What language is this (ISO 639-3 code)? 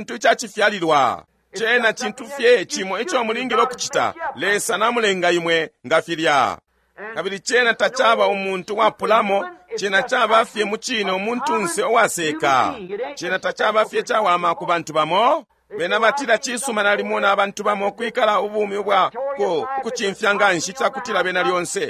bem